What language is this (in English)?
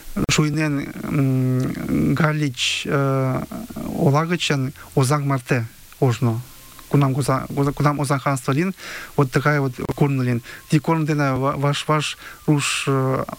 Mari